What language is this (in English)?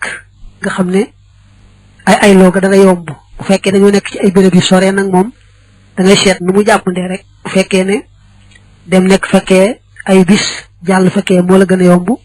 Wolof